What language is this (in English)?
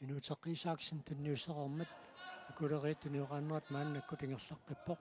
Kalaallisut